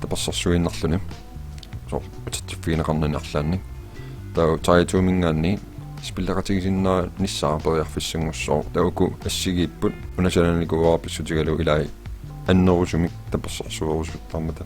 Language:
Kalaallisut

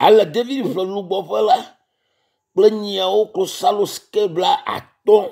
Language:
Ewe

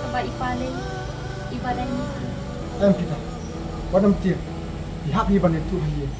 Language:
Khasi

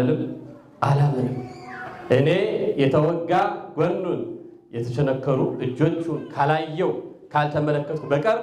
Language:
Amharic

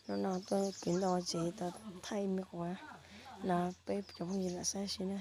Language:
Hmong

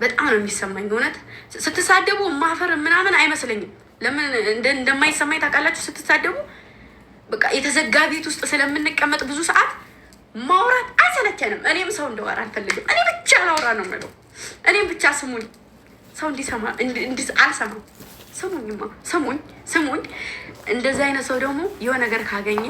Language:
Amharic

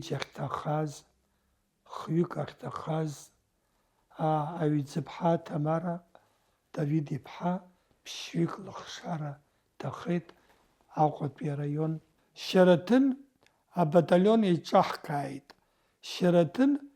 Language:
Abkhazian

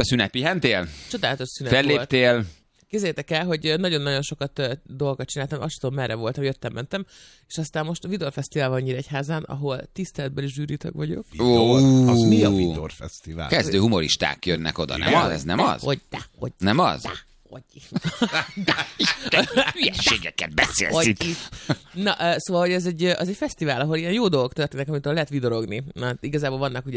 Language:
Hungarian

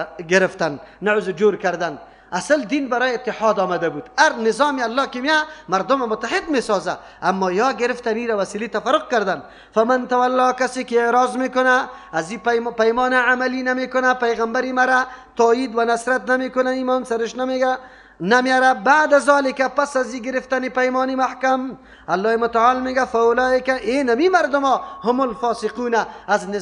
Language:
Persian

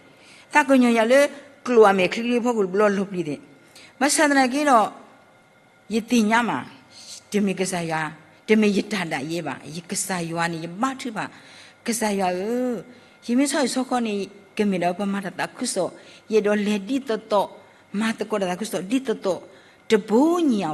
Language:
S'gaw Karen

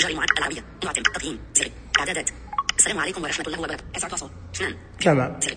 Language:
Najdi Arabic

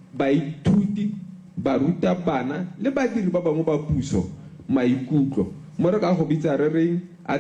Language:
Tswana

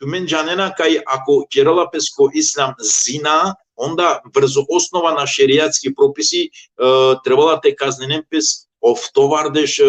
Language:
Balkan Romani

